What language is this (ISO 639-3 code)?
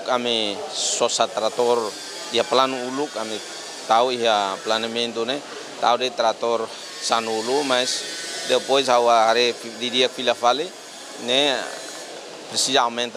tet